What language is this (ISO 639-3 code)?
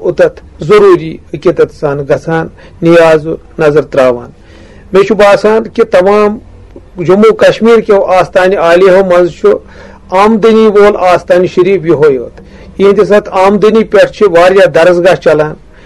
kas